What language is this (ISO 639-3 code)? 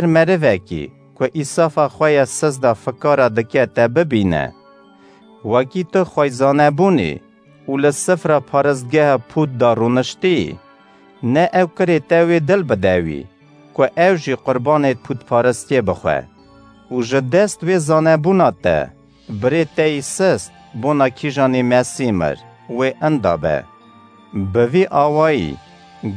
kur